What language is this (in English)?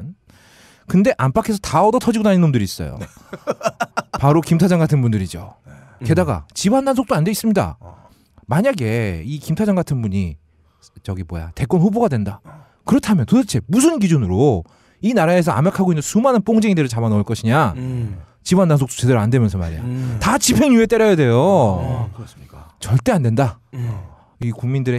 Korean